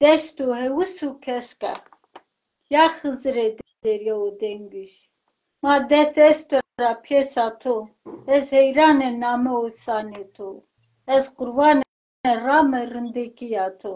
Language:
Zaza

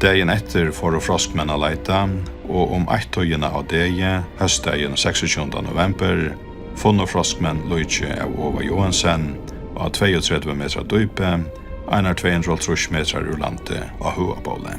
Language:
Faroese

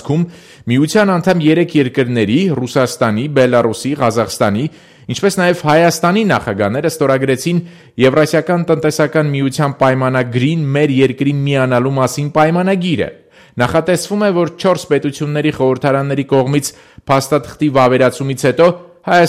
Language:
Armenian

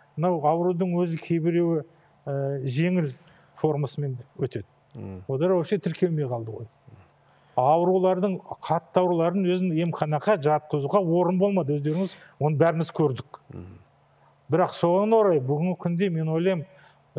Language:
Kazakh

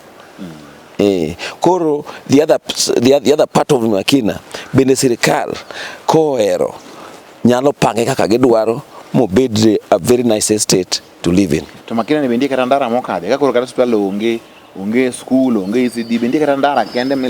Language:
Luo (Kenya and Tanzania)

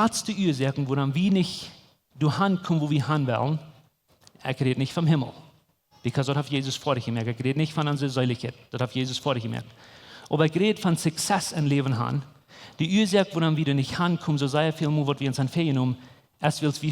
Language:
Plautdietsch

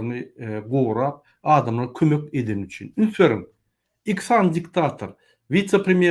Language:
Turkmen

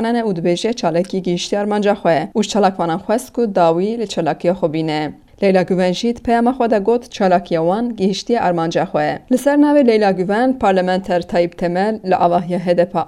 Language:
Kurdish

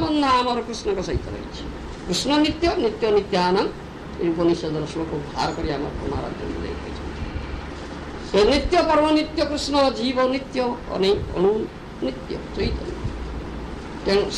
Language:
Odia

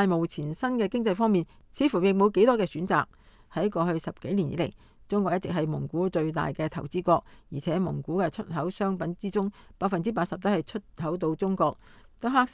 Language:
Cantonese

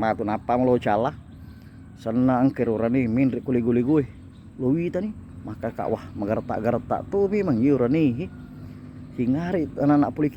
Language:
Buginese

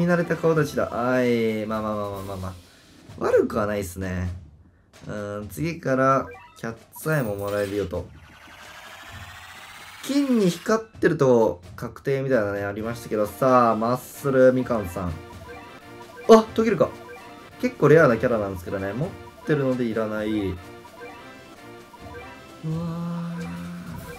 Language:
Japanese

